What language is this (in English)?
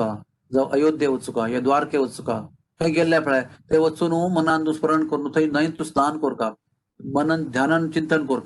Konkani